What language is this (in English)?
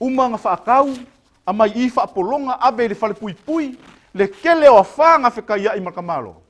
Samoan